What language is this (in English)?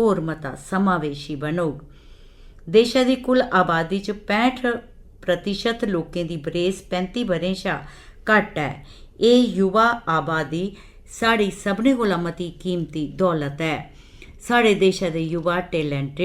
Dogri